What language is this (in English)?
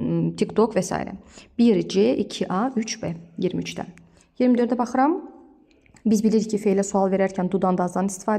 Azerbaijani